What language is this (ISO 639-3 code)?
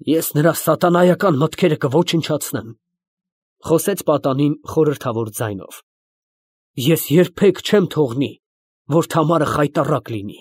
hye